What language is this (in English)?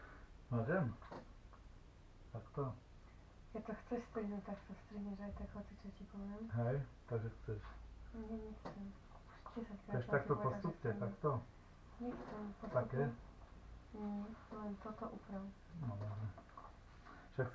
Slovak